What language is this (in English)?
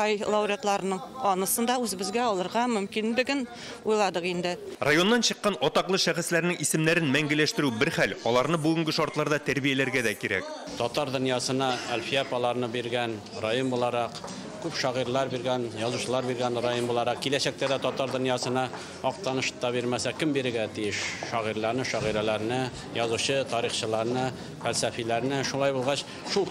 Tatar